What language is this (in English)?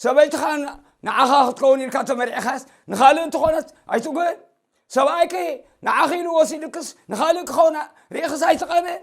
Tigrinya